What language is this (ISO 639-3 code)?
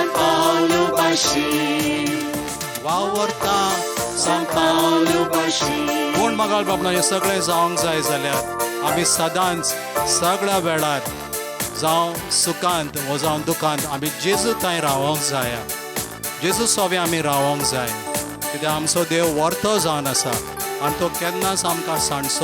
kok